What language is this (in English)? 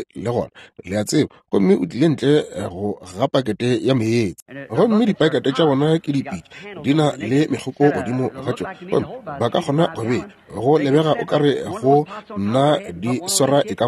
Northern Sotho